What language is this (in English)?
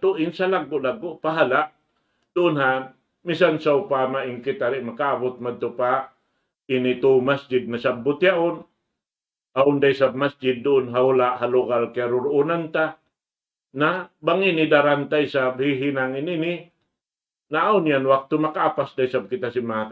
Tausug